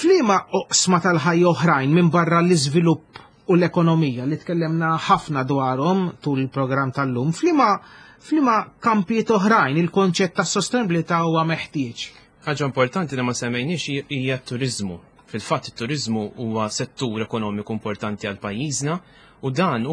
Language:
Maltese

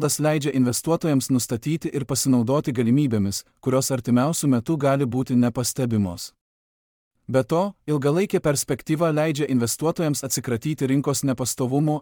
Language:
Lithuanian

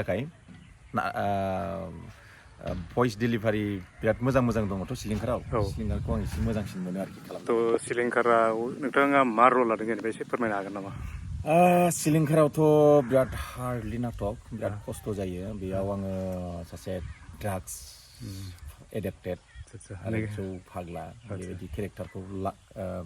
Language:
Bodo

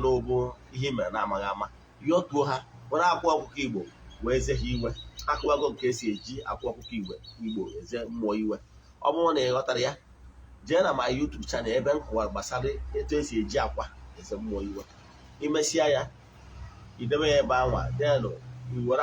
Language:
Igbo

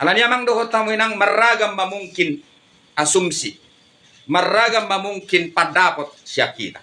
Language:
Batak Toba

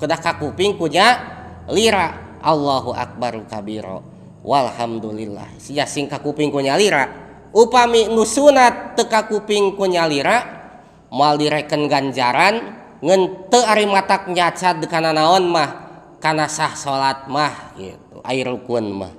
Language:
Sundanese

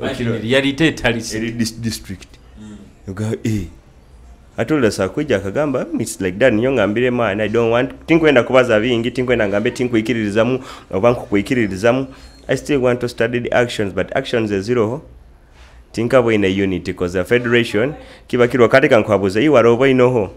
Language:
Nyoro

